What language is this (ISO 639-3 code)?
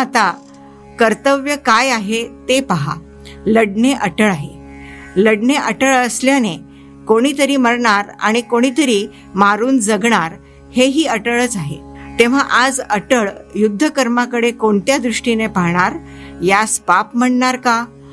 mar